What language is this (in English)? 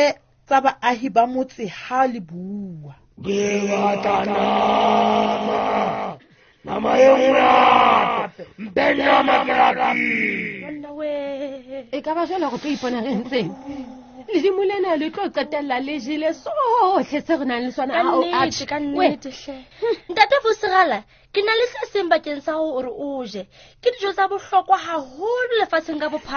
Southern Sotho